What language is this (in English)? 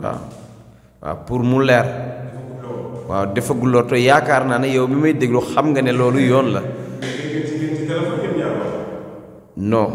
Wolof